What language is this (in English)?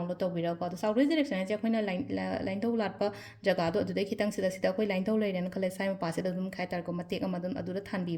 Manipuri